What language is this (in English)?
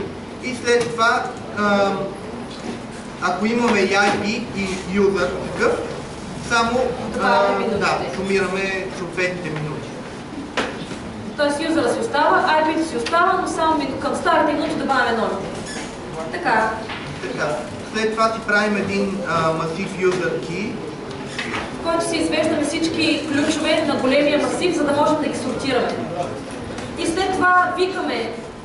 Bulgarian